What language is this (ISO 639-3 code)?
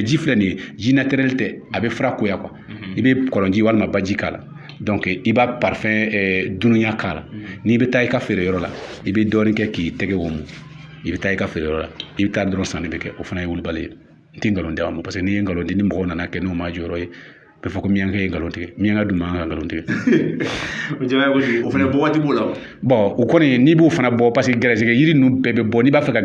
bam